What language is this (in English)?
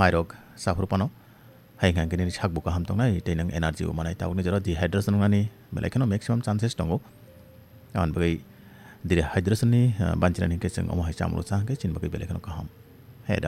Kok Borok